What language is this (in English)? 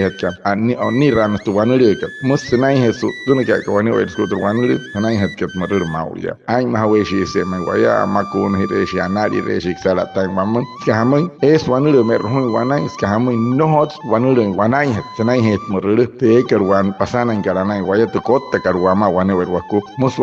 Wayuu